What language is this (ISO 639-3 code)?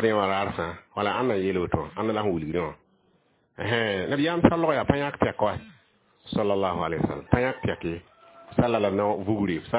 mos